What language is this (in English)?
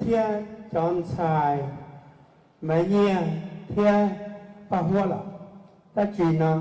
Hmong